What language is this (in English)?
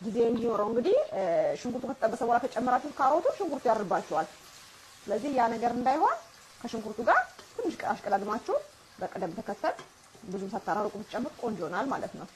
Amharic